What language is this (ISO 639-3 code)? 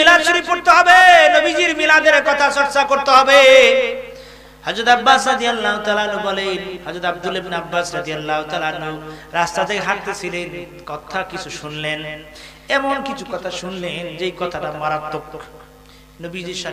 ben